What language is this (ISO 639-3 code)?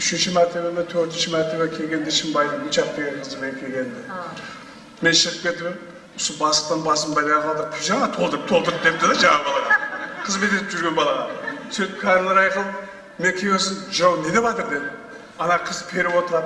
kaa